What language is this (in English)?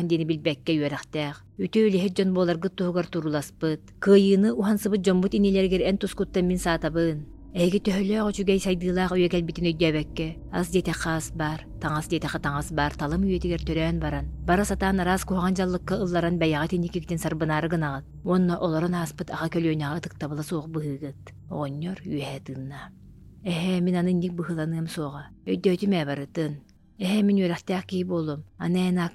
Yakut